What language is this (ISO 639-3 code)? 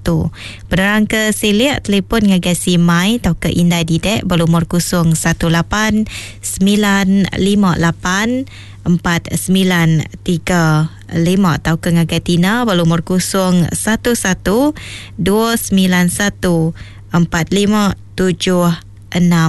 iba